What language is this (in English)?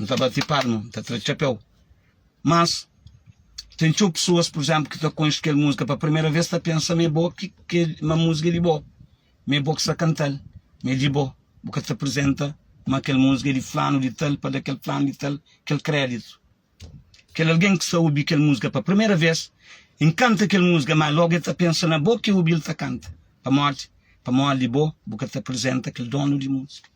Kabuverdianu